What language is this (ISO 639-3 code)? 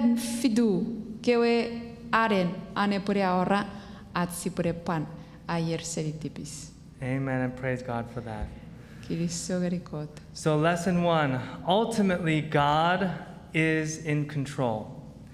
chk